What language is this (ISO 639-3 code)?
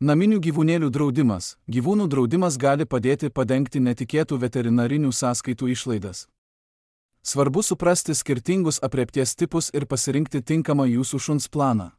lit